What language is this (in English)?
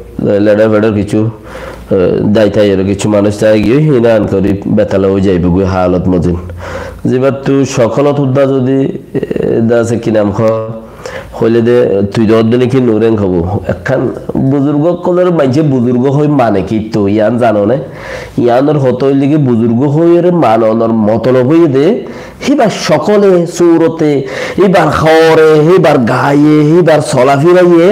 Rohingya